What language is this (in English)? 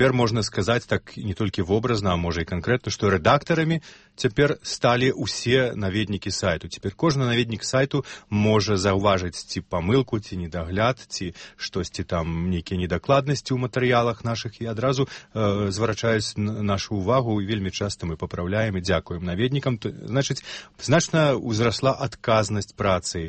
Belarusian